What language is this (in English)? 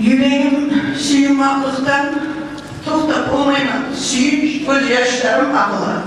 Kumyk